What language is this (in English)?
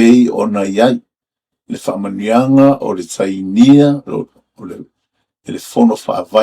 Samoan